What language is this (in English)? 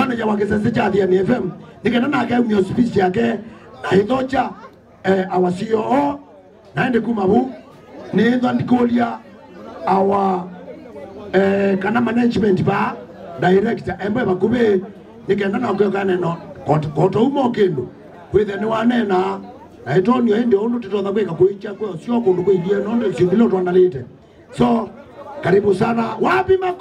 Kamba